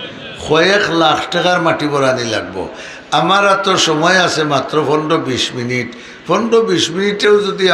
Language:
Sylheti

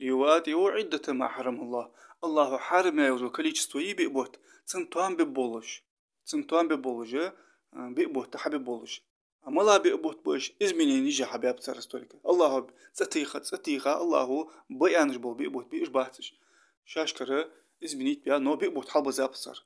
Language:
Ingush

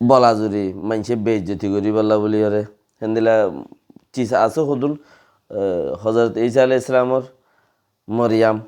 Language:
Rohingya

